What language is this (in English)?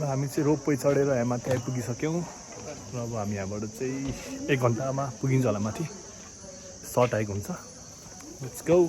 Nepali